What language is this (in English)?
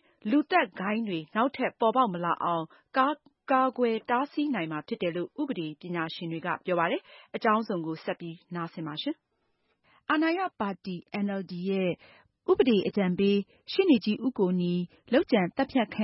Burmese